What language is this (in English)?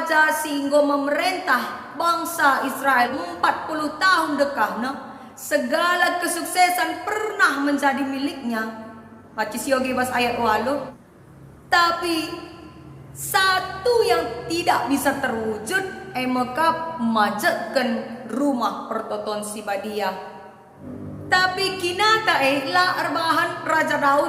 Batak Karo